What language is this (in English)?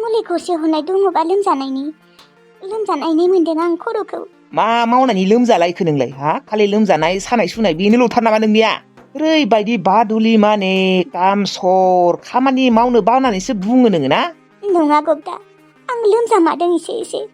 Bodo